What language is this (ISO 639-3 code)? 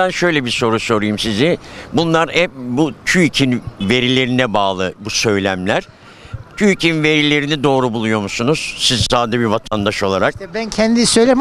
tur